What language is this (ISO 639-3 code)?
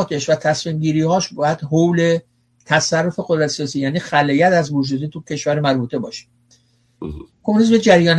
fas